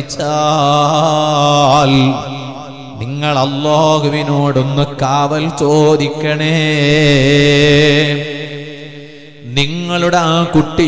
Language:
Malayalam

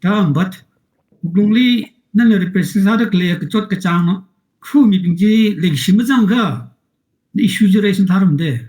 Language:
Tangkhul Naga (India)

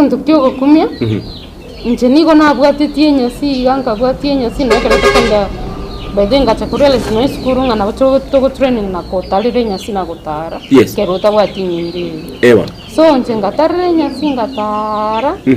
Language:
Gusii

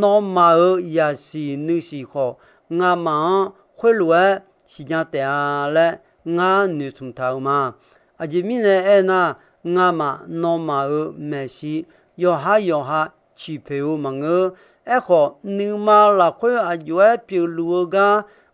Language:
Akha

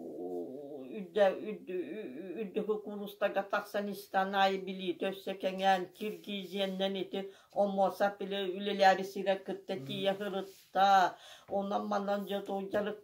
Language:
Yakut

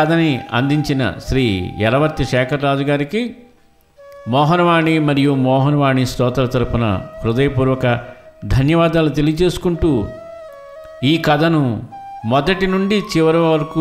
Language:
Telugu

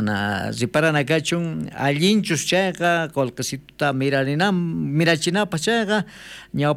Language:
South Bolivian Quechua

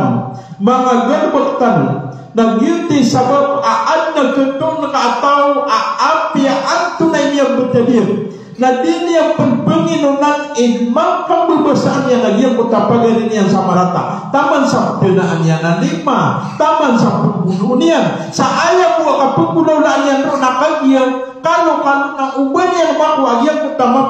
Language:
Maranao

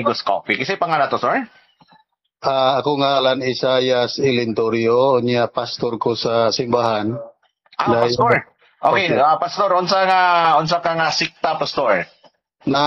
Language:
Cebuano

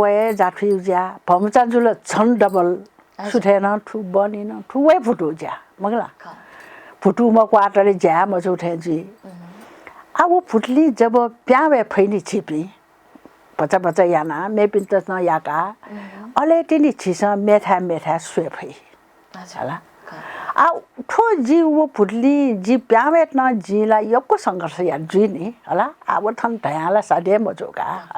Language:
Newari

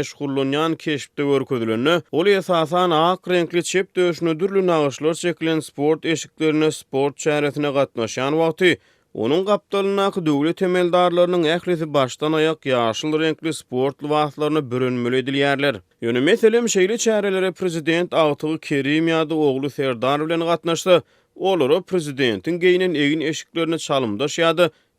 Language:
Turkmen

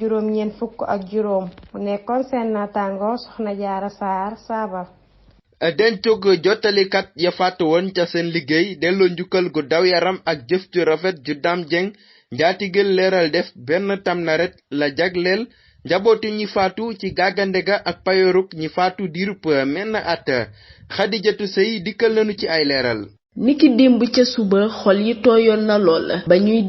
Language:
Wolof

